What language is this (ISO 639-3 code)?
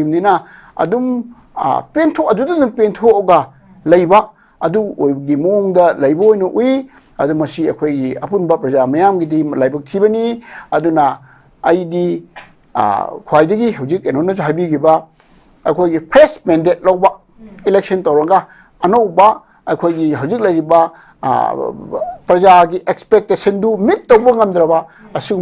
mni